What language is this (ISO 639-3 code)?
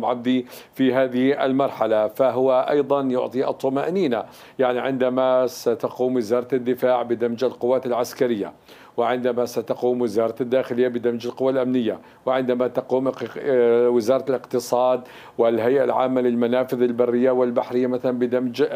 ara